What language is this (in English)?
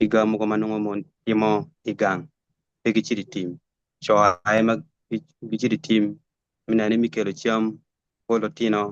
Acoli